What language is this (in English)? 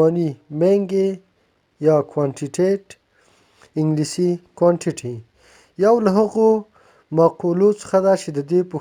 Pashto